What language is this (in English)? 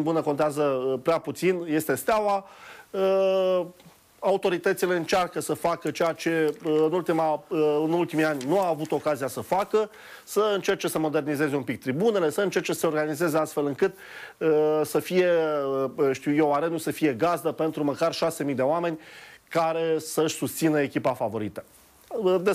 Romanian